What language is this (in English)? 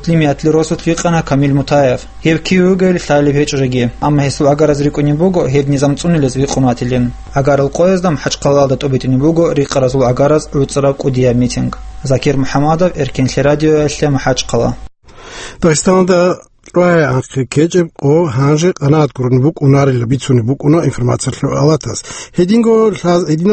Avaric